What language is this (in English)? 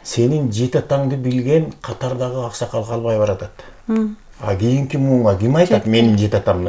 Kyrgyz